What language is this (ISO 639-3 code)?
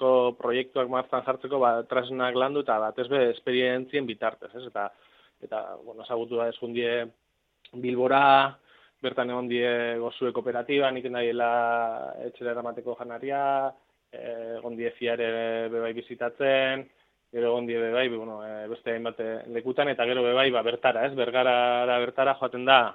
eus